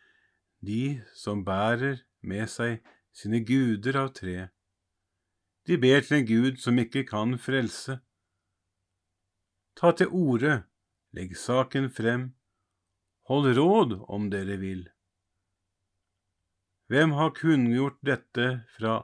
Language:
Norwegian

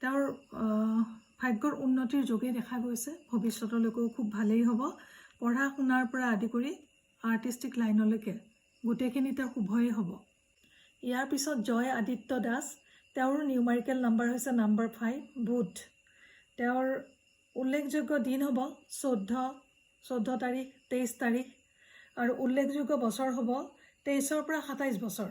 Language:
Assamese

